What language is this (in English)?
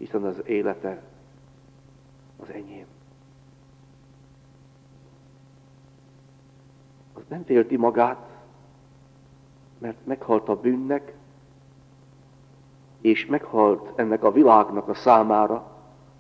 Hungarian